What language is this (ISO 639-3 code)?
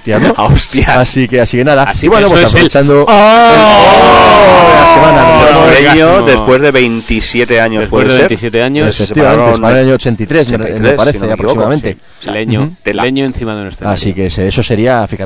spa